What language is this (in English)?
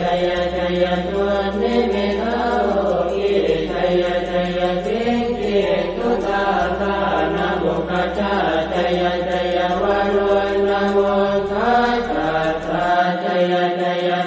Pali